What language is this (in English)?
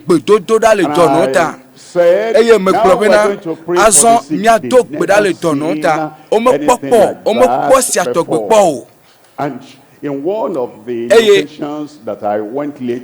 Ewe